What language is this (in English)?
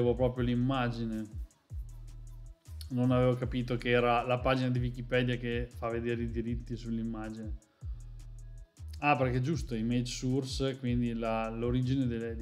Italian